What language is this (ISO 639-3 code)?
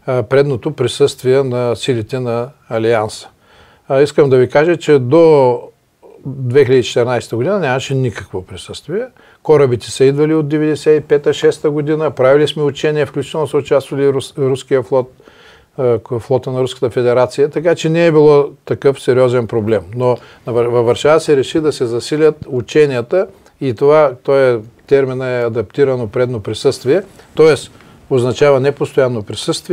bul